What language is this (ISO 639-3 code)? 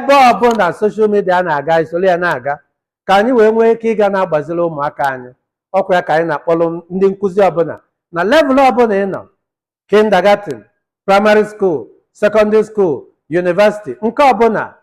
ibo